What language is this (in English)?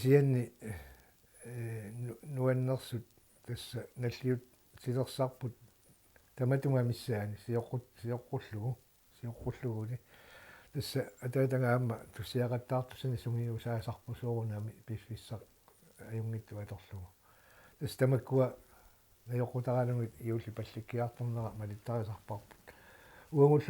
Kalaallisut